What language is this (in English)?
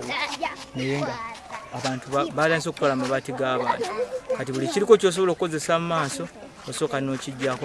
Ganda